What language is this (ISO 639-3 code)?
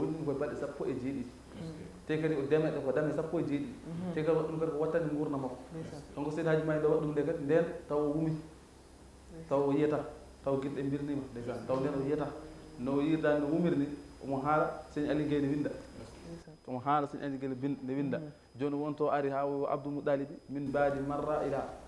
ful